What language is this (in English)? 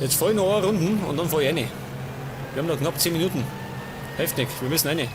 Bavarian